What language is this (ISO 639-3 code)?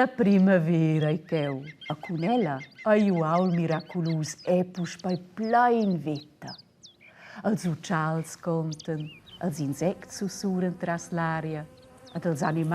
roh